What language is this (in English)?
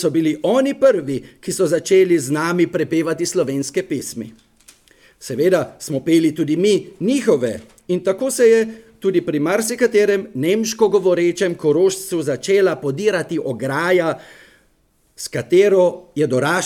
Slovenian